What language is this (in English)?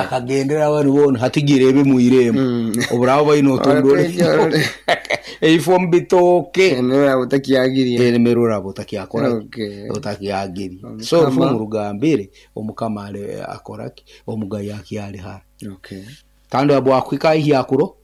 Nyoro